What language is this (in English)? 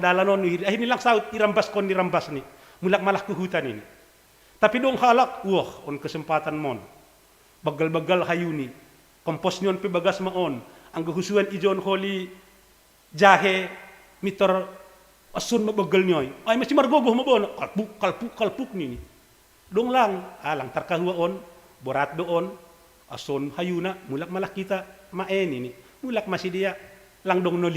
Batak Simalungun